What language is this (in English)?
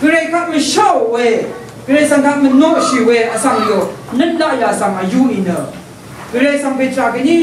Rawang